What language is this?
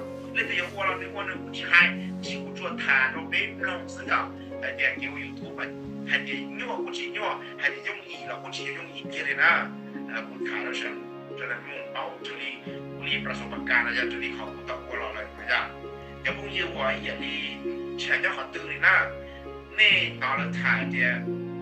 Hmong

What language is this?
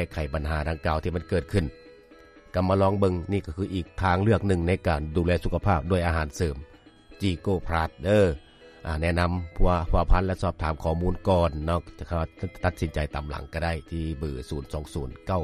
Lao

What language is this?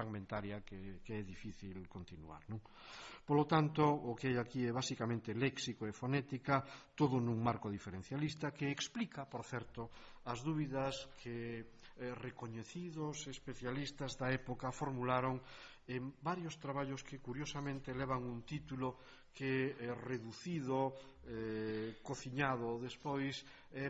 Galician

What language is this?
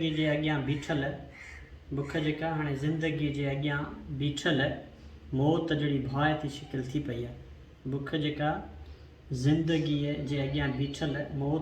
Sindhi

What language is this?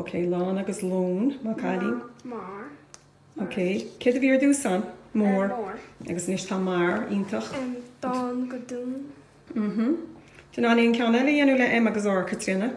Irish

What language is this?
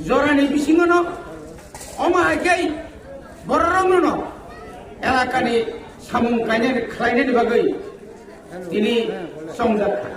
Kok Borok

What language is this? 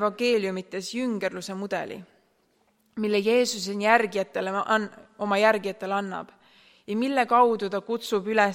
Estonian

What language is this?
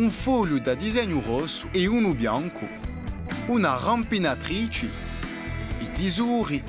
Corsican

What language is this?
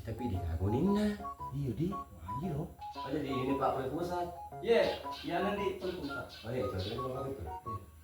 Buginese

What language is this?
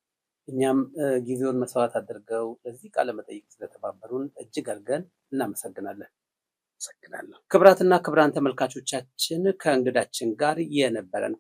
Amharic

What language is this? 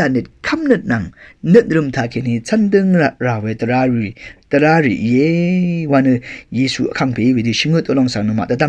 Rawang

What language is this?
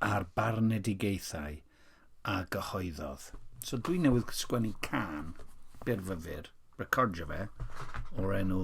Welsh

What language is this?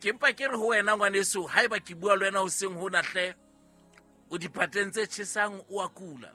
Southern Sotho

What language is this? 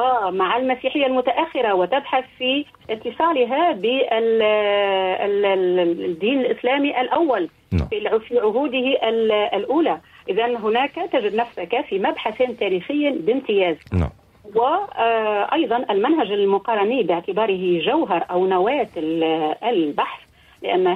Tunisian Arabic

